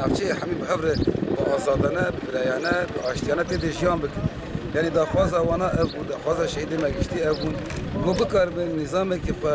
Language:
Kurdish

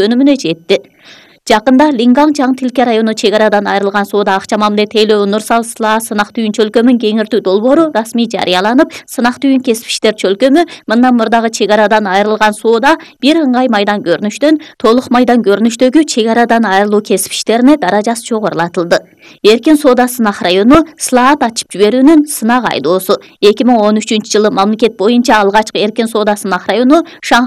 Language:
Kyrgyz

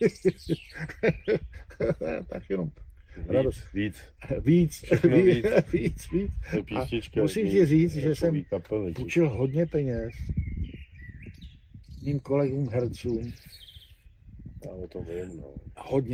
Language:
Czech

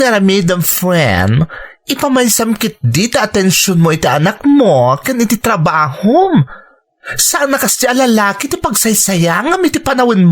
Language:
Iloko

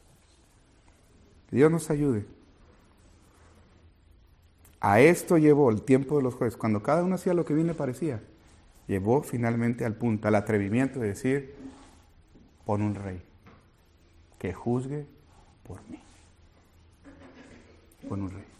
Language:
Spanish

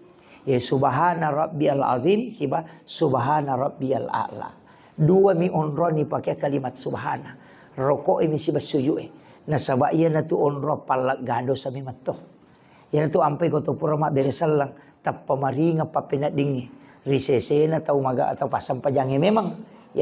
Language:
Buginese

